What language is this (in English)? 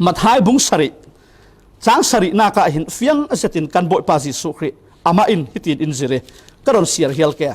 Falam Chin